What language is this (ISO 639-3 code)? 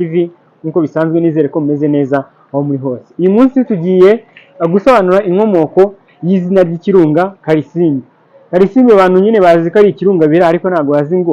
kin